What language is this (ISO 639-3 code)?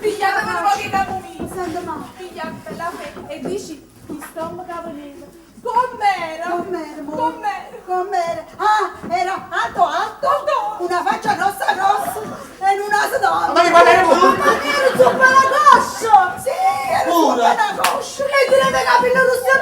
nap